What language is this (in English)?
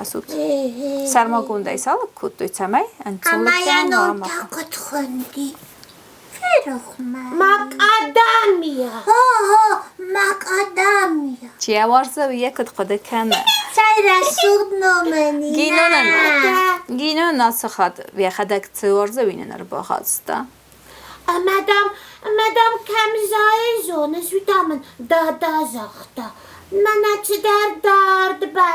Ossetic